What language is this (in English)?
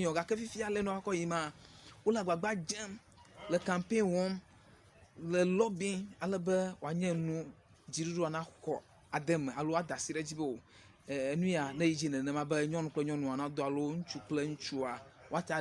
Ewe